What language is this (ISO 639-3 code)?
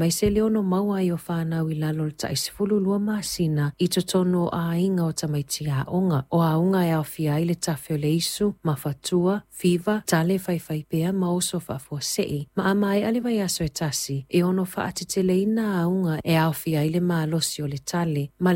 smo